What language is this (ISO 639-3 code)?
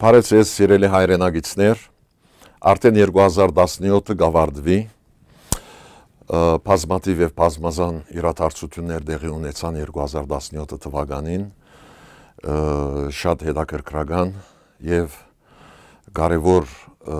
hyw